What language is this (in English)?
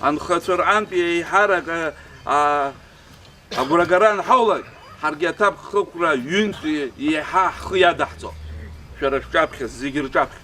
Abkhazian